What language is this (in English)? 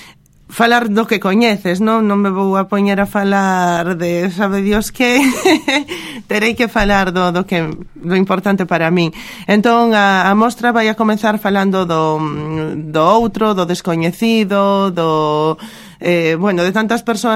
Galician